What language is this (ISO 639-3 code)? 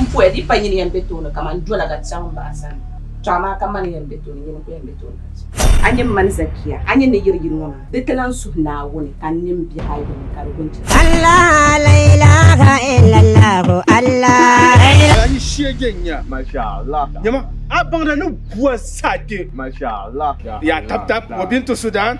dag